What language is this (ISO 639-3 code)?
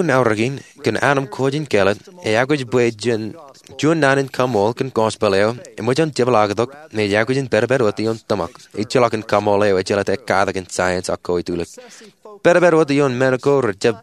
mah